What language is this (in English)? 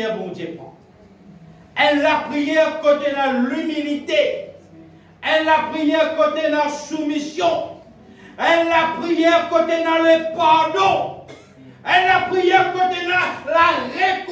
French